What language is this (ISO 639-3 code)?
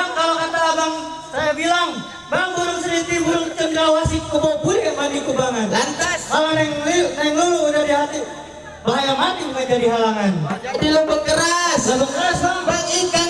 bew